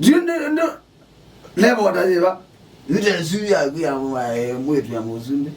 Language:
Kamba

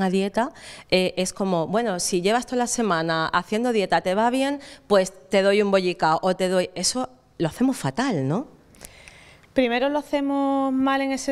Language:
Spanish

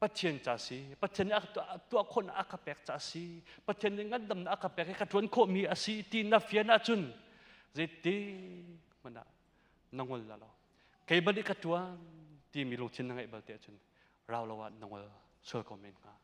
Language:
Hakha Chin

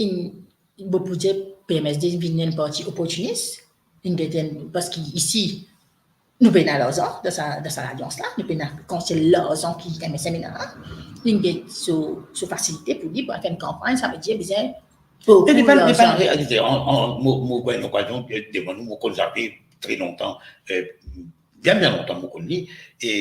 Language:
Morisyen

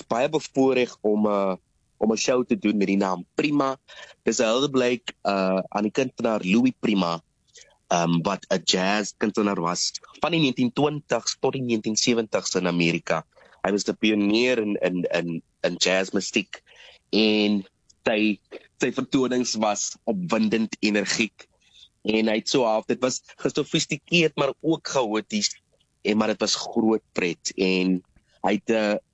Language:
Afrikaans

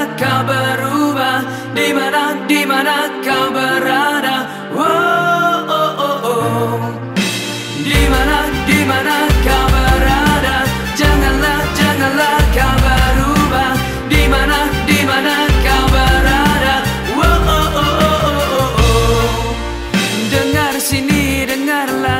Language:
Indonesian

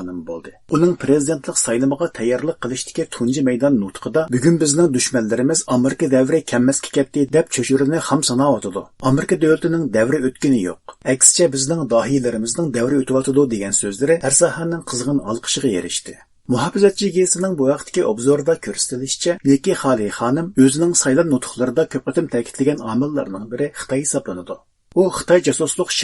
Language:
Uyghur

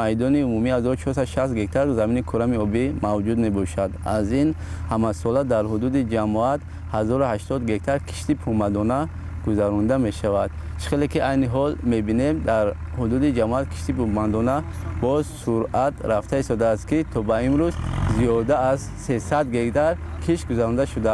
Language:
Tajik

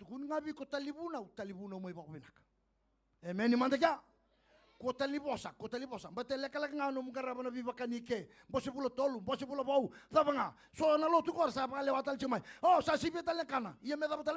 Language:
Fijian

